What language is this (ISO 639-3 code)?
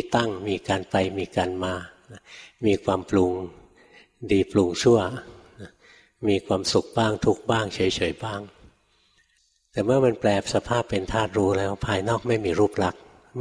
tha